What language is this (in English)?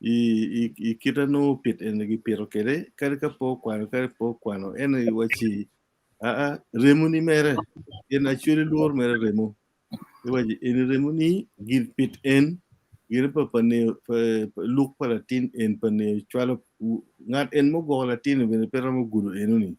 Acoli